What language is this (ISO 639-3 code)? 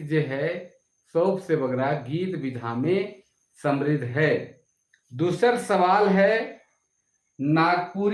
sck